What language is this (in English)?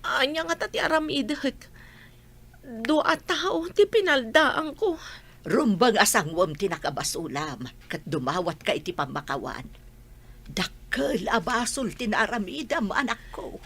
Iloko